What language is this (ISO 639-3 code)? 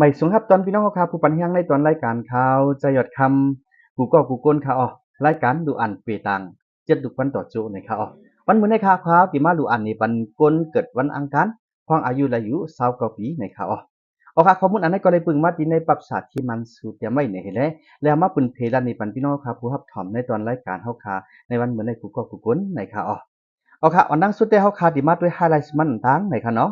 shn